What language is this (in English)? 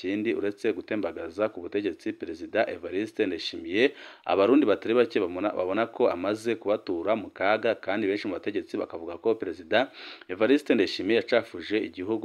Rundi